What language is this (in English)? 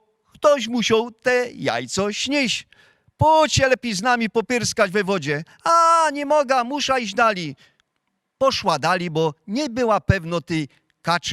Silesian